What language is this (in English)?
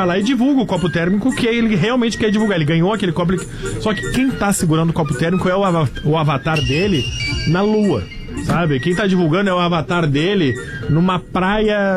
Portuguese